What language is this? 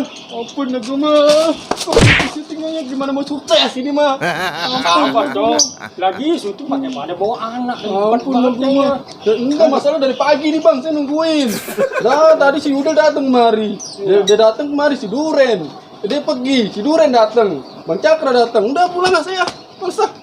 Betawi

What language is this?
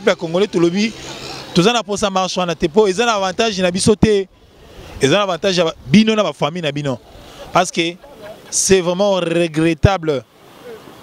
Lingala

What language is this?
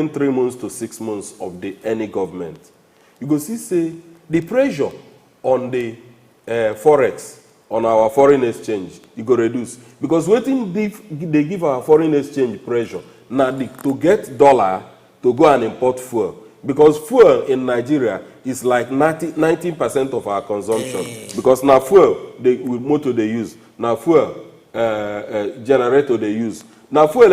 Nigerian Pidgin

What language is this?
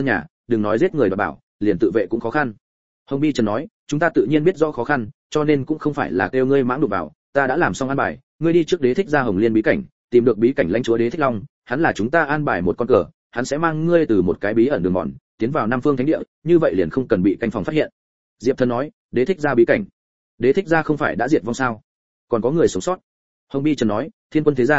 Vietnamese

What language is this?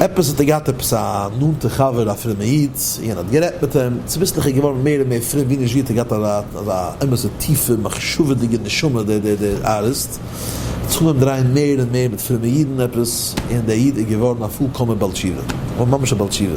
Yiddish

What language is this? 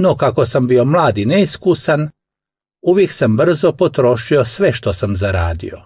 Croatian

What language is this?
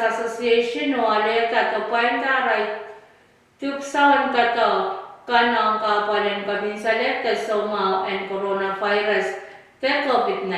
Pohnpeian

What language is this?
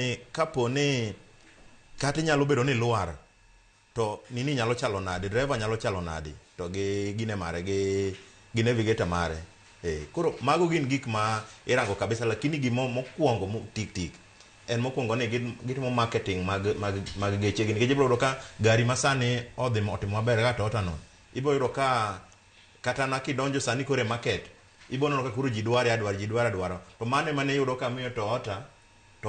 Luo (Kenya and Tanzania)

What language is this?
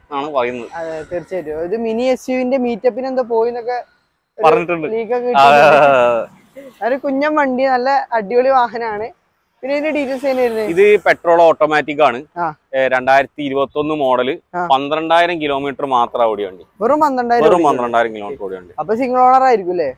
Malayalam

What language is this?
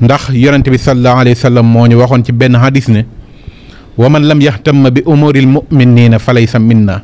Wolof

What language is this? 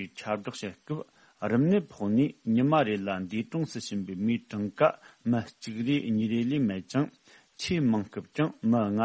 Tibetan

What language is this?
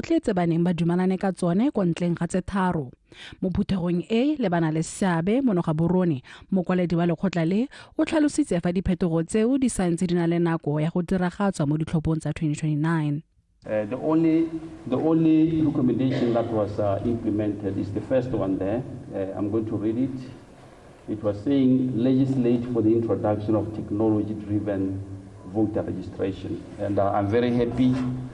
Tswana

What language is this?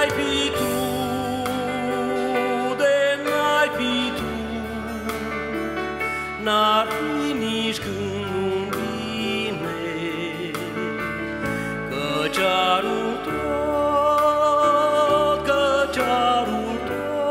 Romanian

